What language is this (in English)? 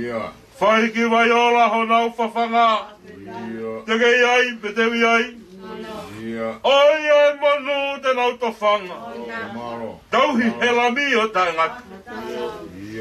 Tongan